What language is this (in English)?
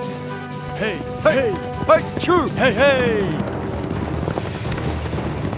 Kazakh